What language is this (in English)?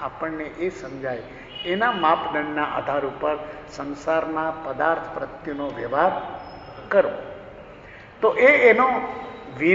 Gujarati